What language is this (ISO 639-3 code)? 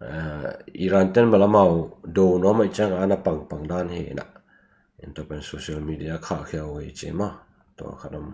ctd